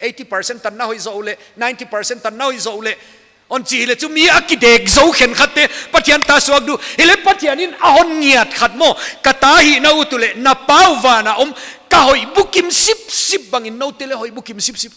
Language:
Paite Chin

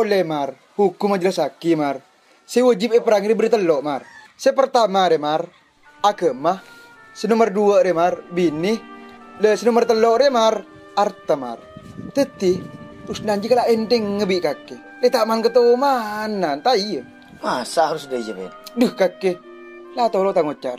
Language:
Madurese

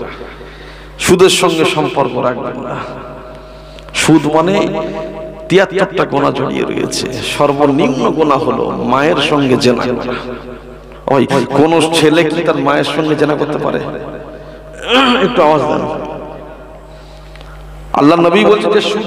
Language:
Bangla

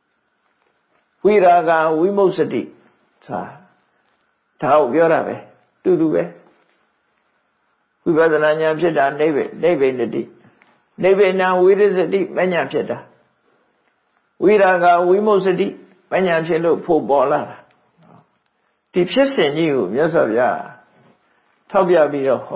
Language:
Burmese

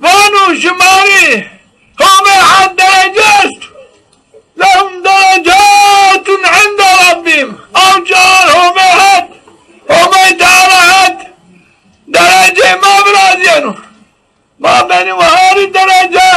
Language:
Zaza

